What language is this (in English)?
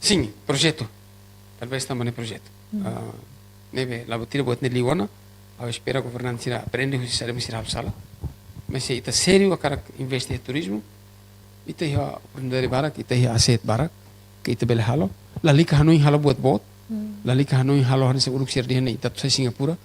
Tetum